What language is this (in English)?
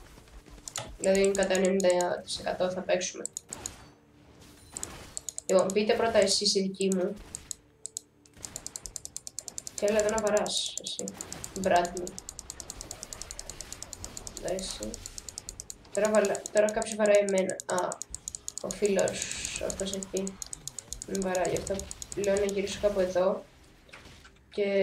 Greek